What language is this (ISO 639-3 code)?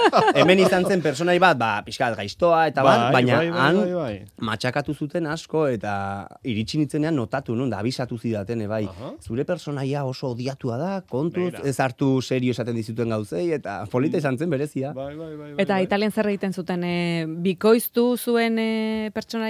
eus